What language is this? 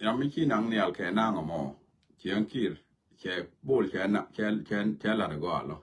Nuer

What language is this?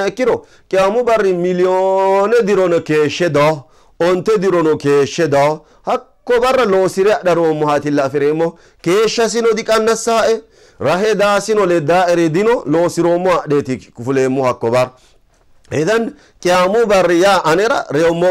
Sidamo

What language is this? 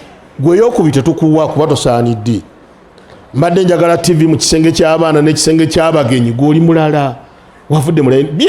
Ganda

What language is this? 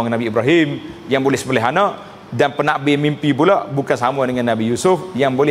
Malay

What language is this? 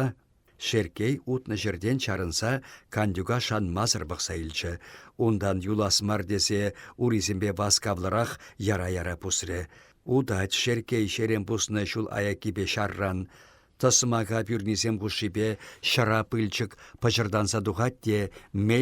Chuvash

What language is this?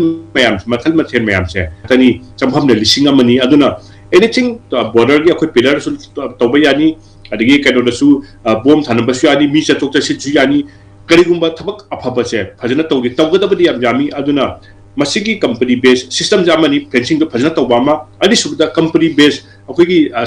Manipuri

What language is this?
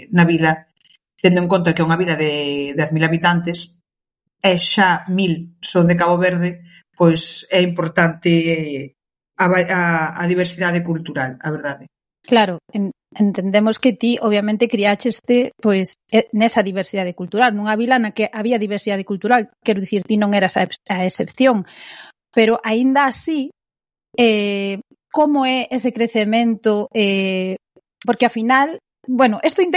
Galician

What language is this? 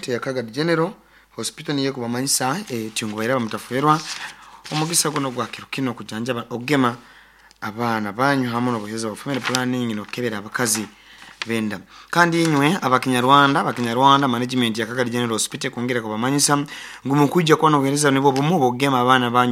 Nyoro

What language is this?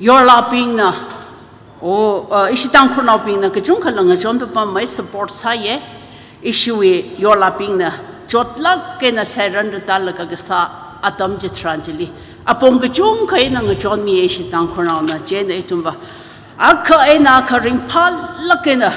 Tangkhul Naga (India)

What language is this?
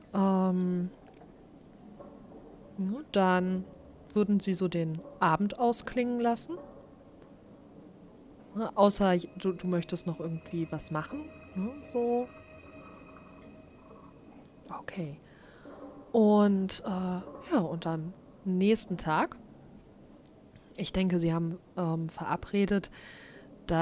German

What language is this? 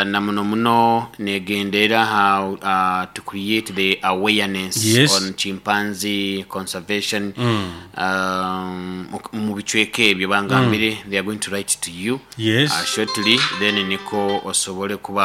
Nyoro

